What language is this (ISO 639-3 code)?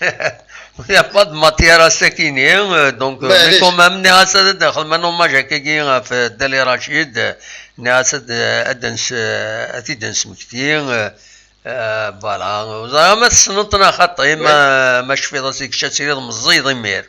kab